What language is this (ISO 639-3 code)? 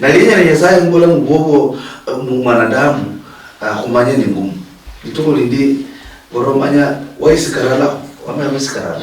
luy